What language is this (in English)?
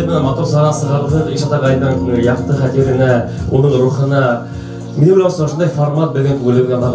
Bashkir